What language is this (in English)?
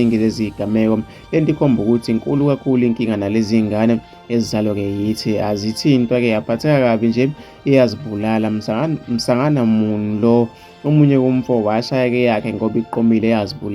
Zulu